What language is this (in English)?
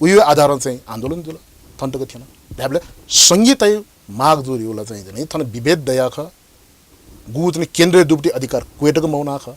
Newari